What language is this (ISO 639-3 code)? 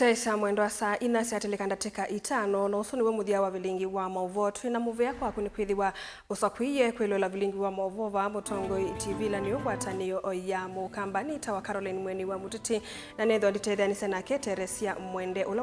kam